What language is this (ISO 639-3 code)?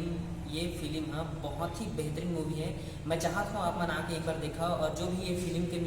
hne